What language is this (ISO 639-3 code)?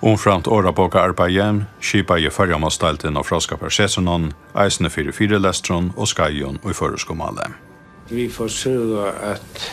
fao